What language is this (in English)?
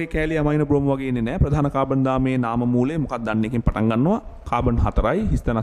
Sinhala